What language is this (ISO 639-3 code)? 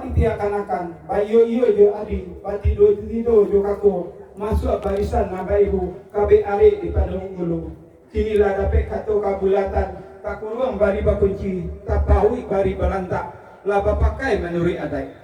min